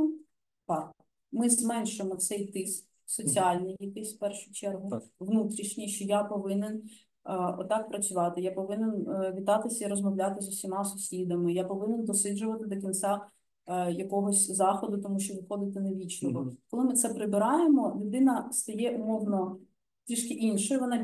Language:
Ukrainian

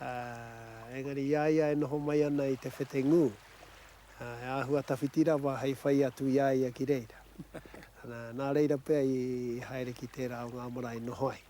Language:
Māori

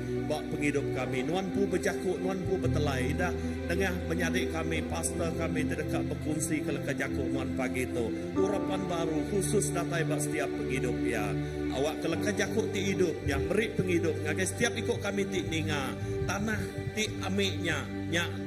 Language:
Iban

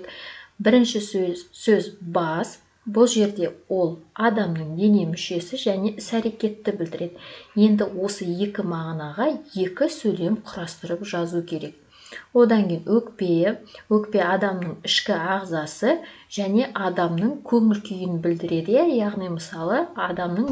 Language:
Kazakh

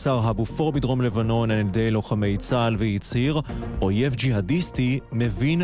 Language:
Hebrew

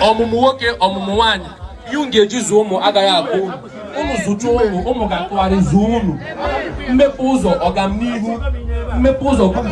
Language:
Igbo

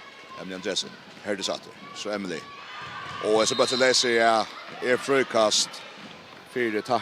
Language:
Faroese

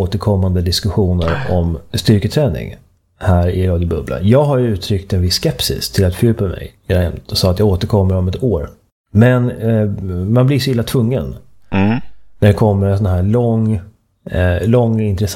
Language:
Swedish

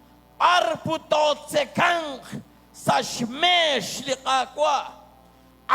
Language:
Kekchí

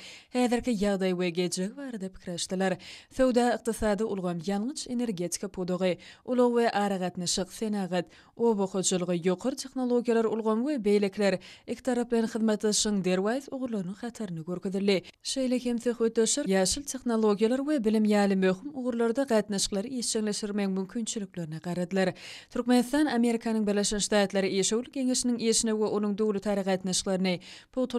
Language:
Turkmen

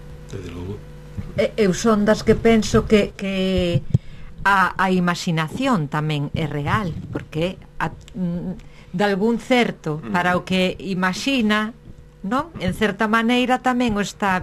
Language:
Galician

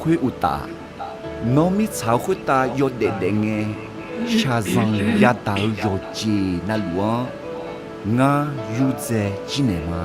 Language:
Akha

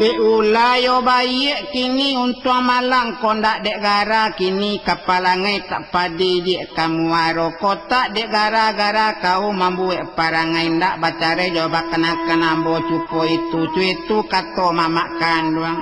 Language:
Minangkabau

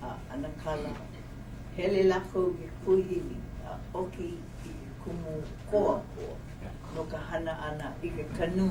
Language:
Hawaiian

